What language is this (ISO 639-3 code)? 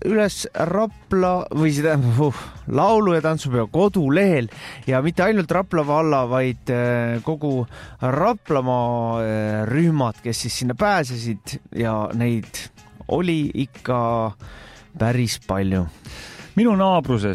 est